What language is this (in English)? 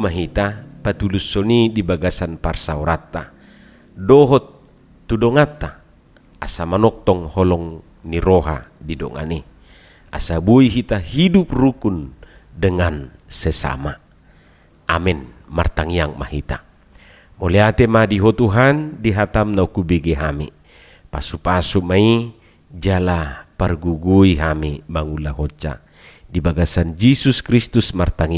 Batak Toba